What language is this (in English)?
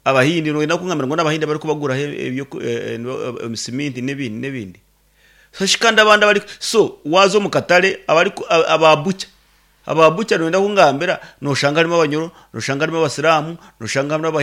Nyankole